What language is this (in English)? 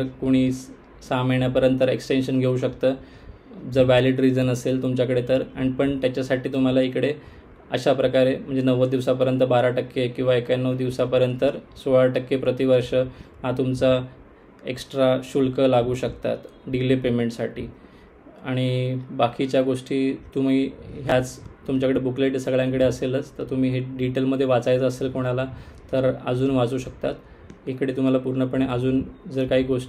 Marathi